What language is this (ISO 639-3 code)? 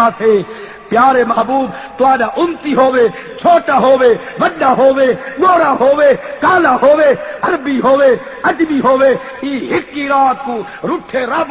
skr